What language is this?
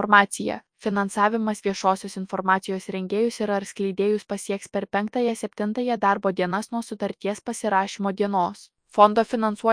Lithuanian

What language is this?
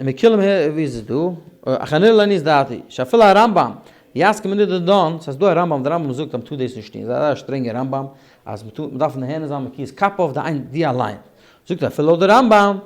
Yiddish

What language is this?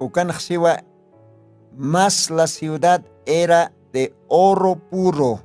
Aymara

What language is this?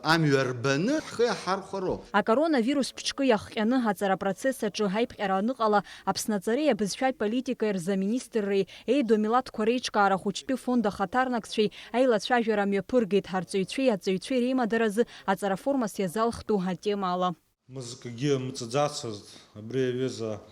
Abkhazian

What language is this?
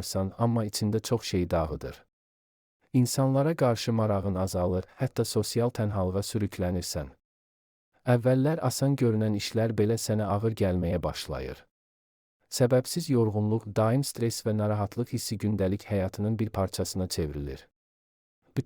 Azerbaijani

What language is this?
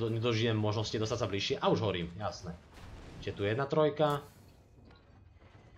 Slovak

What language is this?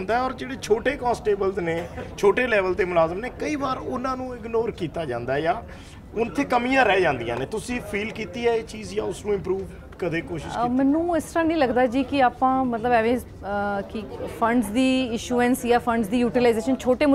Punjabi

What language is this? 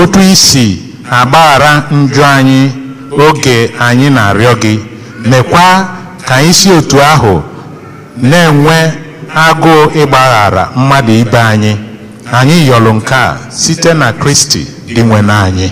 Igbo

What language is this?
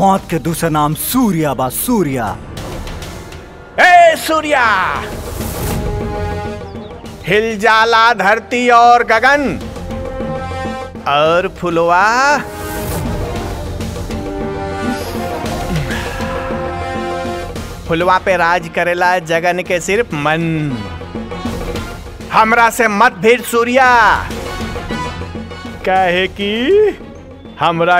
Bhojpuri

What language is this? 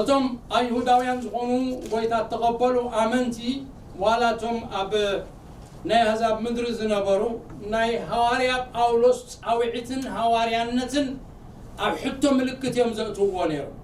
Tigrinya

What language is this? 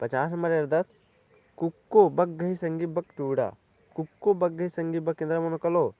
Kurukh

